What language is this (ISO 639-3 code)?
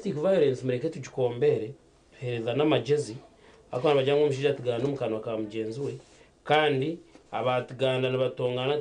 nyn